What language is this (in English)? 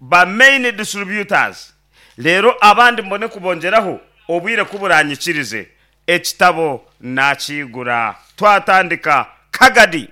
Nyankole